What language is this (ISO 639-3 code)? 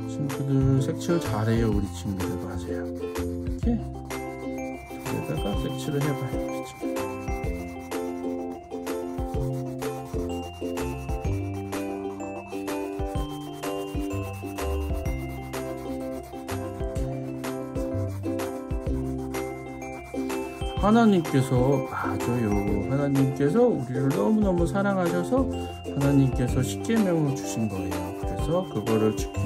kor